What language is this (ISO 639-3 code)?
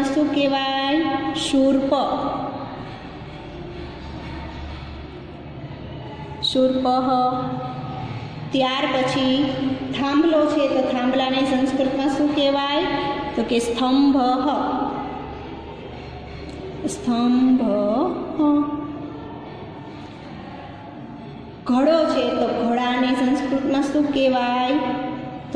guj